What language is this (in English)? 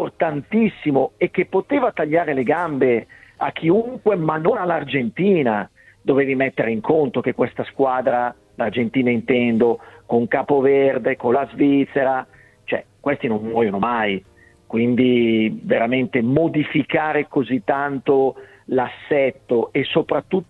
Italian